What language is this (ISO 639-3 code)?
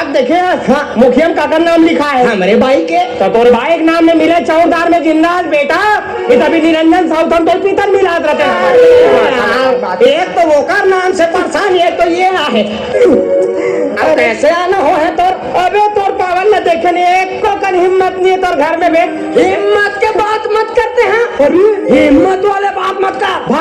hne